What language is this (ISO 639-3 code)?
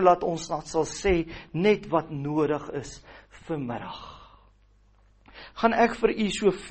afr